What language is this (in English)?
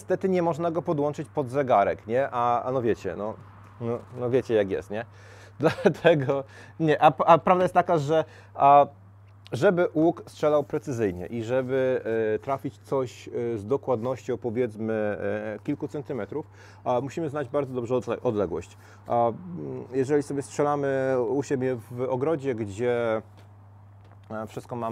Polish